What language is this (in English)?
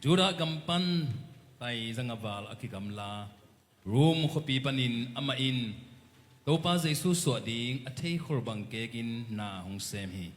Tedim Chin